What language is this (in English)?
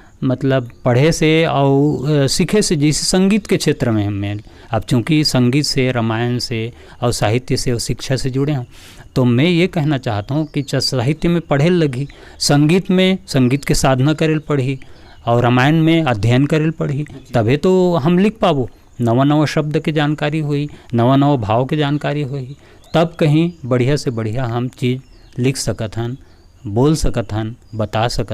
Chhattisgarhi